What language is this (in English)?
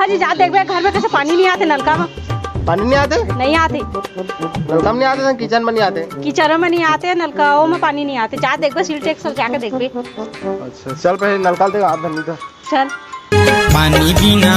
Chhattisgarhi